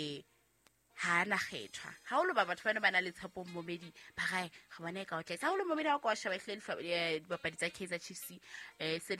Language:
Southern Sotho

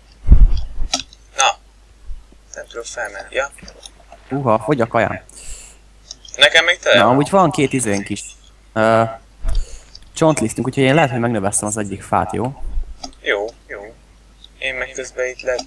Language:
Hungarian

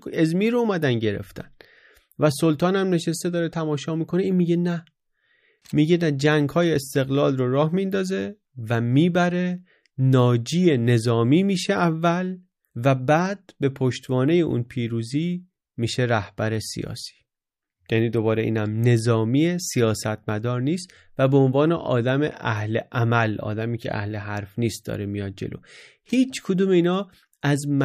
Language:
Persian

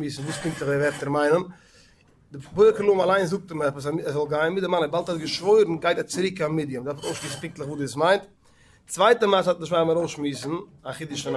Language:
Yiddish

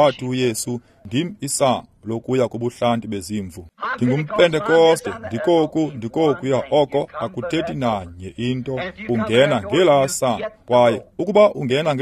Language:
Xhosa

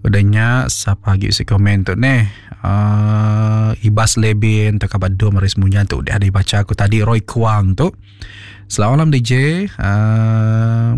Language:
Iban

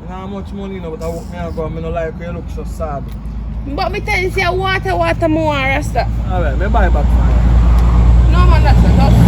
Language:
Jamaican Creole English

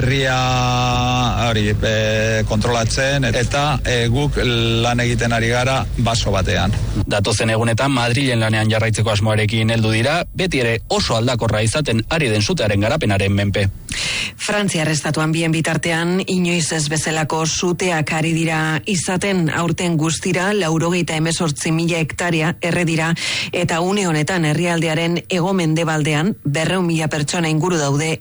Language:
Basque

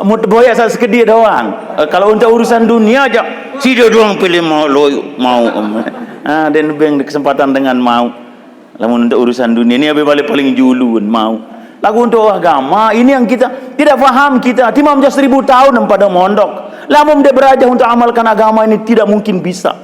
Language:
Sasak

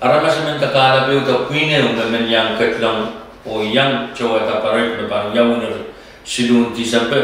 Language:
Pohnpeian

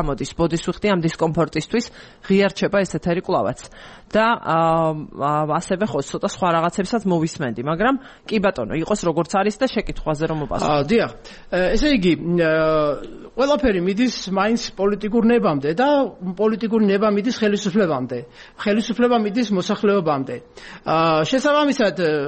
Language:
Georgian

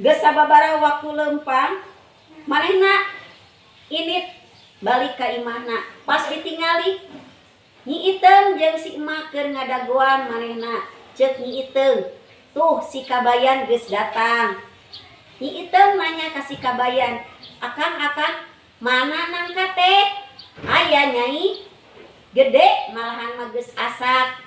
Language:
Sundanese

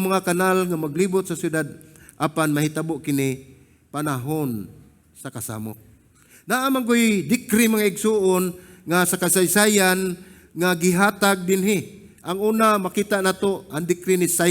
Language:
Cebuano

